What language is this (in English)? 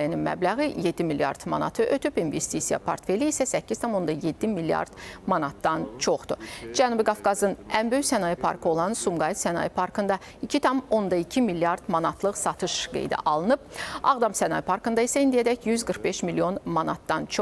Azerbaijani